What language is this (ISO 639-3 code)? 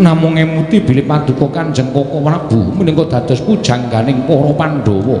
jav